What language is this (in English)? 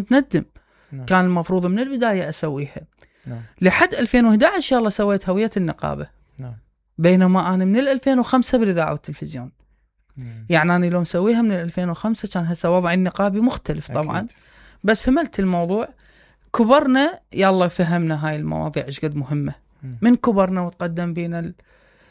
Mesopotamian Arabic